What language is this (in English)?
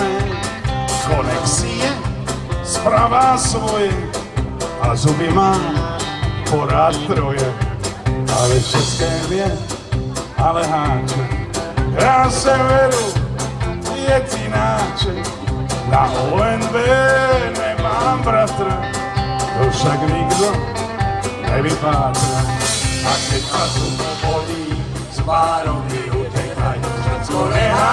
Slovak